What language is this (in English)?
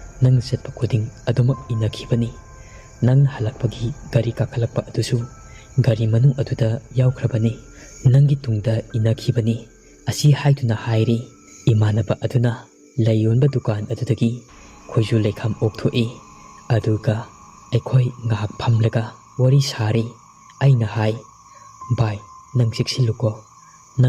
Manipuri